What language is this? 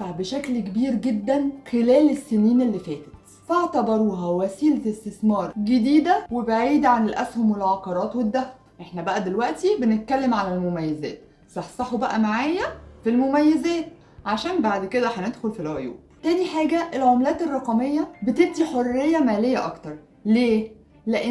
Egyptian Arabic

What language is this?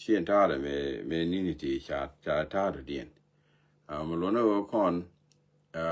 Nuer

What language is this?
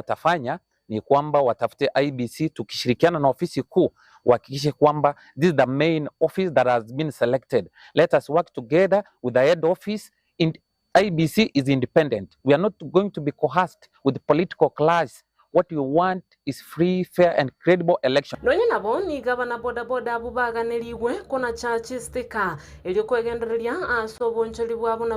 Gusii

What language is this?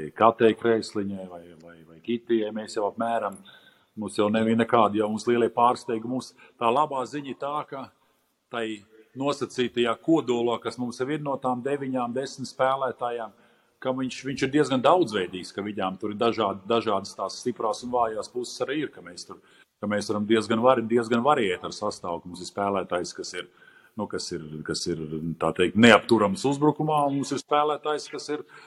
Latvian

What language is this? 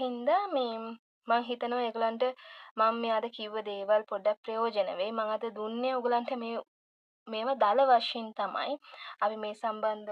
Sinhala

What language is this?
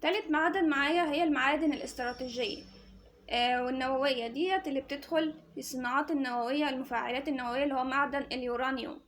Egyptian Arabic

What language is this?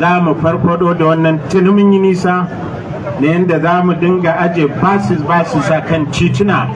Hausa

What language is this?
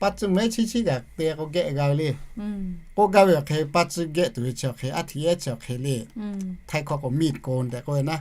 Lahu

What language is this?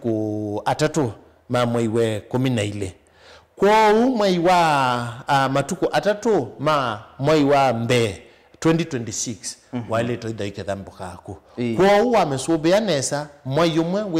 Kamba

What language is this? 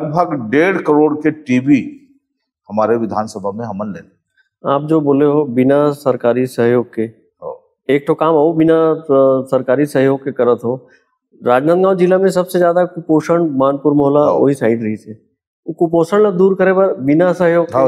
Chhattisgarhi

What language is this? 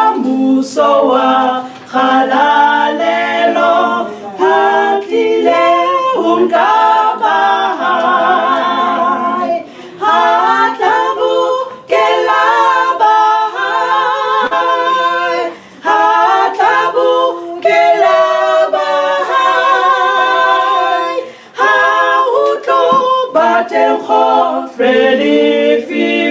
Southern Sotho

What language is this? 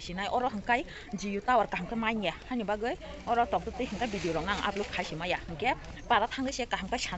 Kok Borok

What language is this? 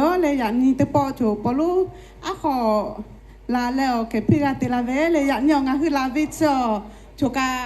Lahu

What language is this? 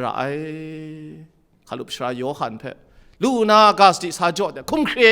Kachin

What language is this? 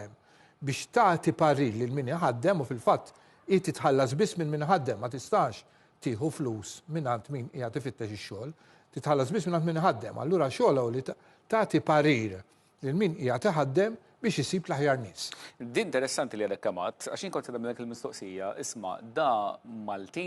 Maltese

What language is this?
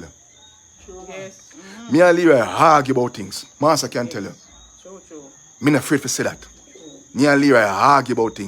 Jamaican Creole English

